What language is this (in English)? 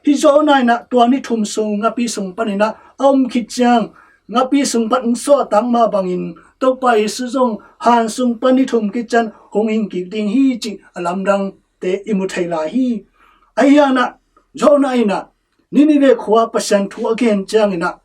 Tedim Chin